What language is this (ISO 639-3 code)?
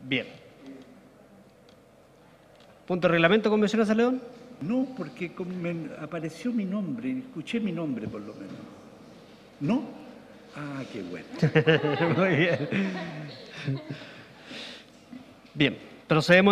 spa